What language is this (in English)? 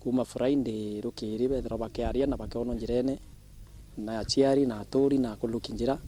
Meru